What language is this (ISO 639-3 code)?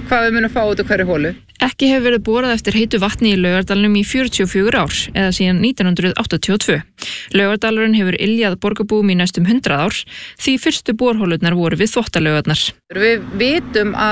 isl